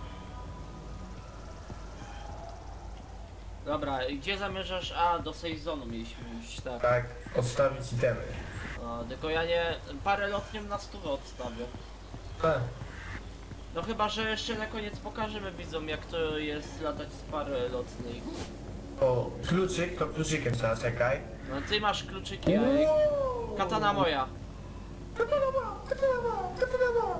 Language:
Polish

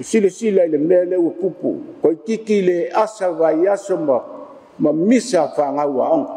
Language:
Samoan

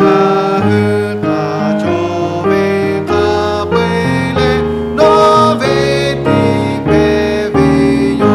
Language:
Lahu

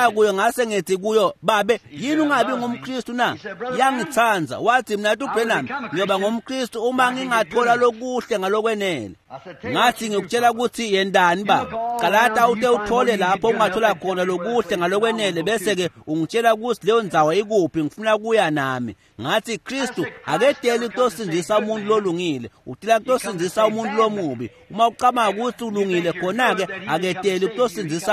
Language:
Swati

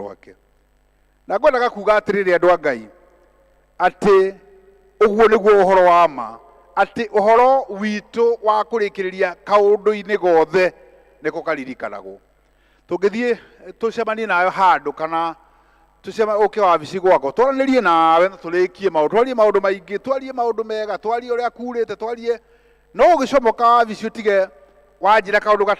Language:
Kikuyu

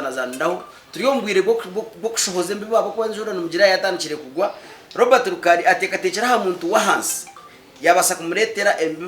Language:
Nyankole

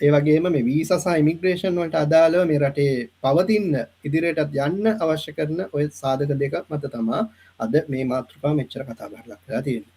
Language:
Sinhala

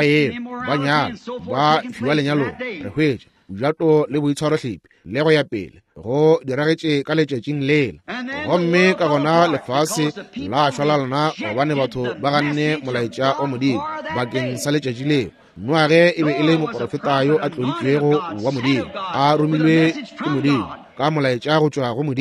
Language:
Northern Sotho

